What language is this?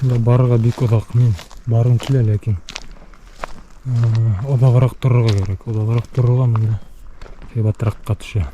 Bashkir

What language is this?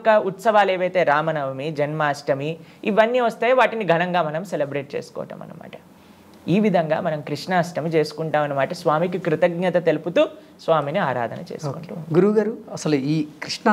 Telugu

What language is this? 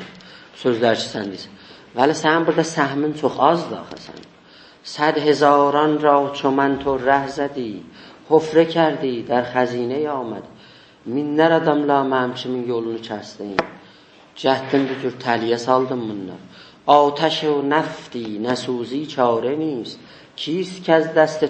South Azerbaijani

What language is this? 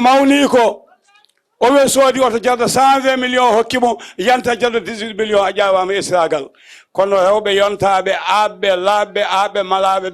Fula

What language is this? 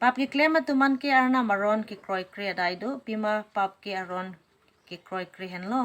Karbi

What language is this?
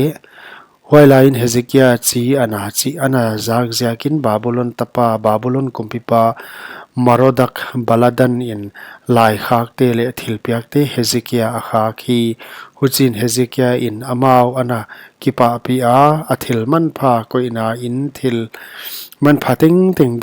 Paite Chin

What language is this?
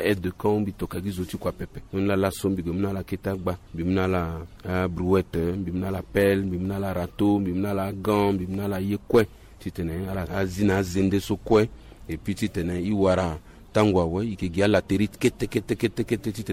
Sango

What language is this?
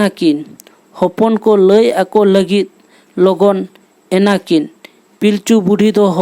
Santali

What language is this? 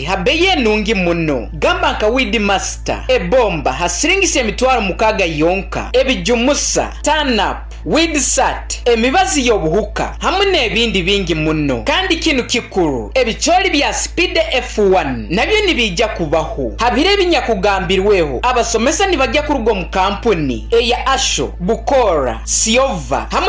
Nyoro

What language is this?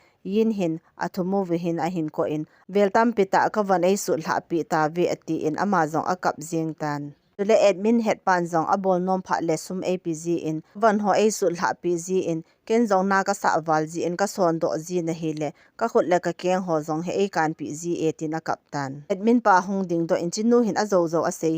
Thado Chin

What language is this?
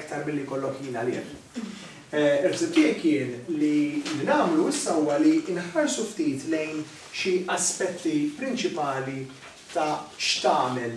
Maltese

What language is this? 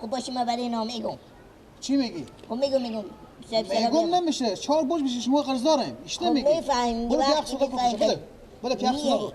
Persian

